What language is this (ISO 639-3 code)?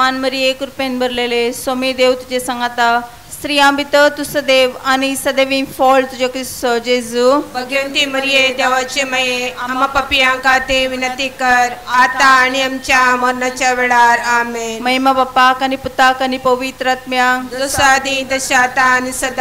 kok